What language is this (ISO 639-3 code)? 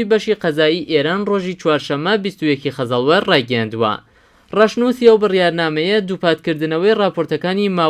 ckb